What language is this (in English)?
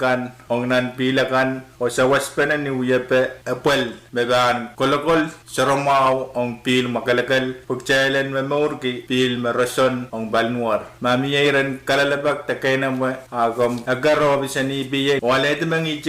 Pohnpeian